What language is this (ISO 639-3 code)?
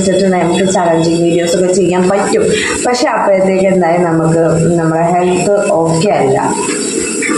mal